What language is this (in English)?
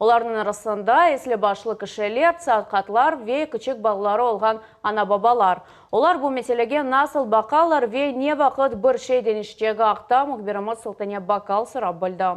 Crimean Tatar